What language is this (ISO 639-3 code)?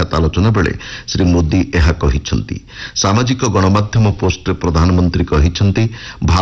ori